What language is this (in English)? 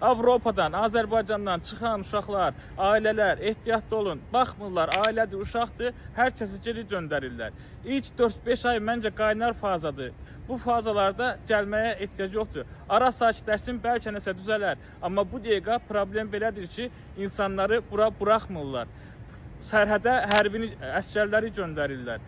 Azerbaijani